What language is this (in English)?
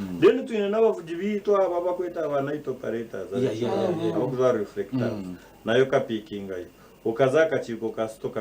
Nyankole